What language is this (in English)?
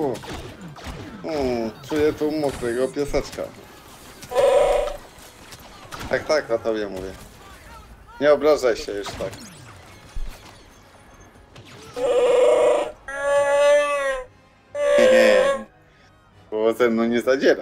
Polish